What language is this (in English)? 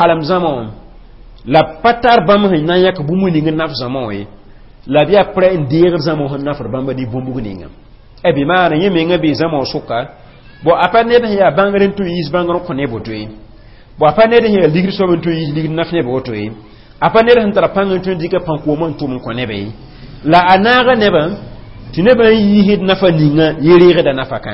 Mossi